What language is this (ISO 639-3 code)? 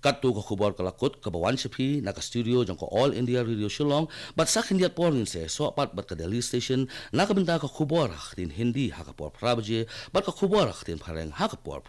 kha